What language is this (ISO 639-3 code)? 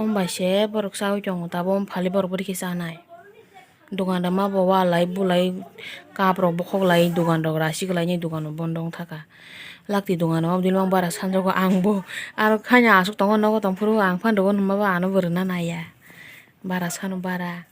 trp